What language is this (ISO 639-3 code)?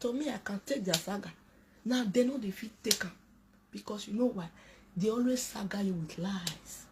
pcm